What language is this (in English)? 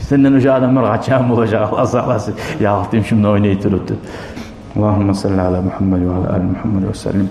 Kumyk